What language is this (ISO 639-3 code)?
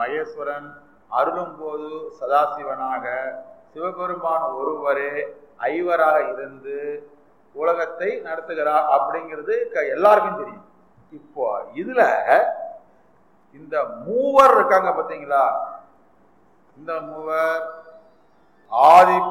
tam